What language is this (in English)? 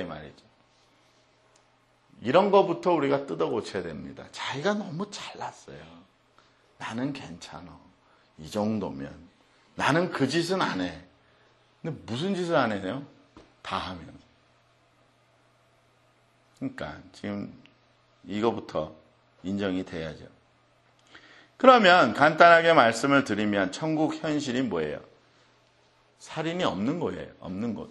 Korean